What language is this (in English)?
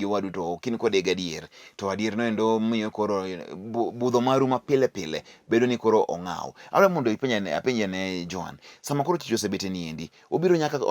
Luo (Kenya and Tanzania)